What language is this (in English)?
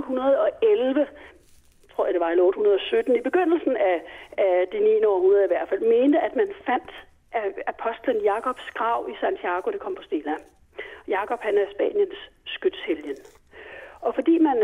Danish